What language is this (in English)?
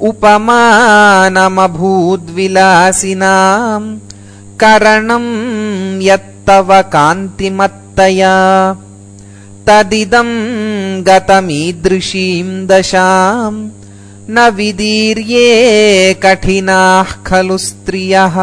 Sanskrit